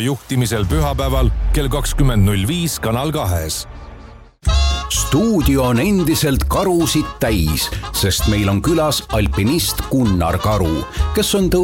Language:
Estonian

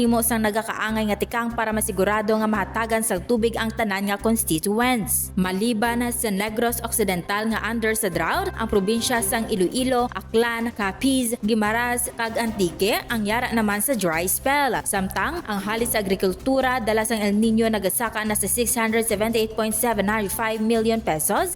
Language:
Hiligaynon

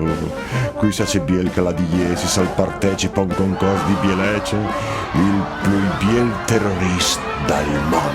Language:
Friulian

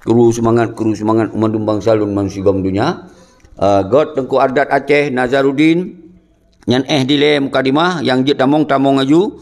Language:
Achinese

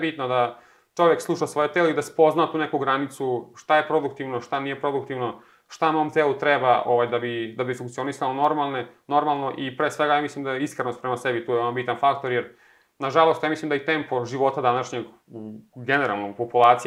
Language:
Serbian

